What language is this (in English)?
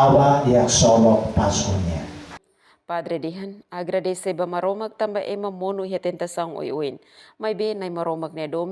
Tetum